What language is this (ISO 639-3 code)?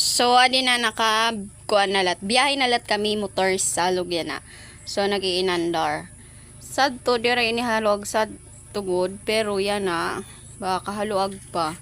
war